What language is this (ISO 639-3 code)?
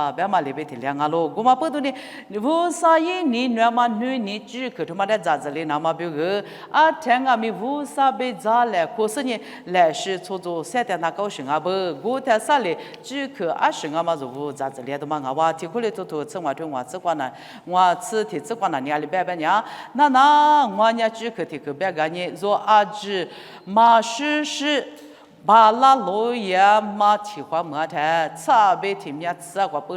lis